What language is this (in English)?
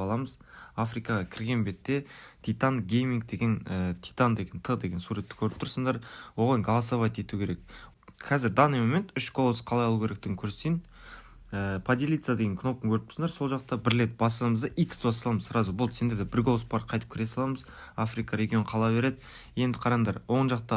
Kara-Kalpak